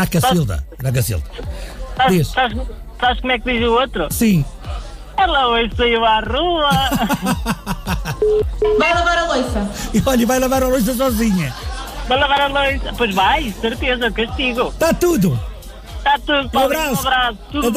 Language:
Portuguese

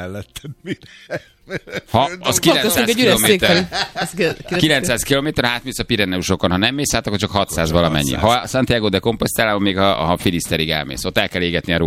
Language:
Hungarian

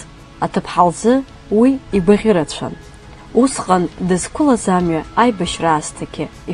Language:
Abkhazian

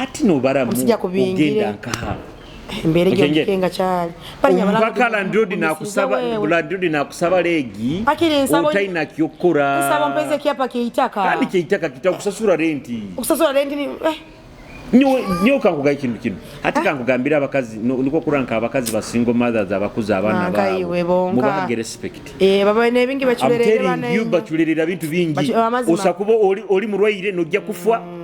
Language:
Nyoro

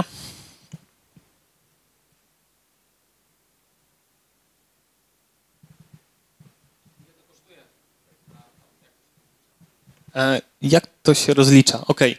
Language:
Polish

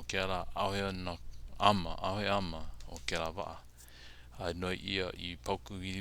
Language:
Hawaiian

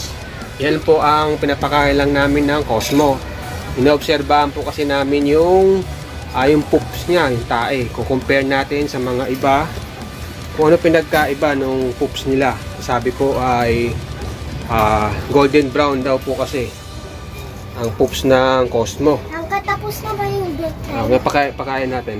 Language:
Filipino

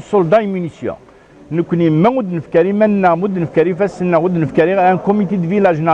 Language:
Kabyle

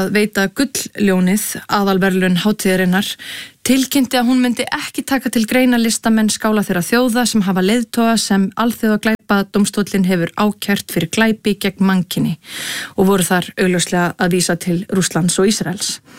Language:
Icelandic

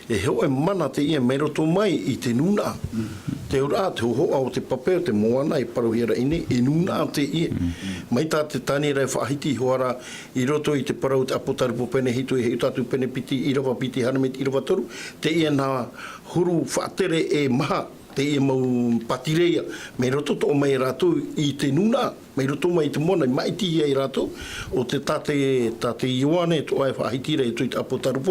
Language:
Tahitian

